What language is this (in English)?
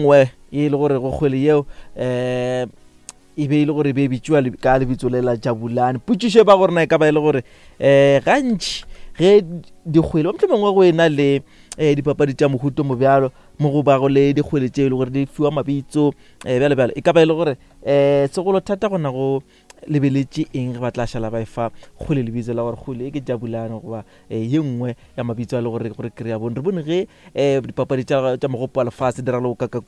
Northern Sotho